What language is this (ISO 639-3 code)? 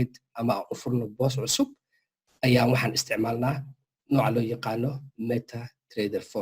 som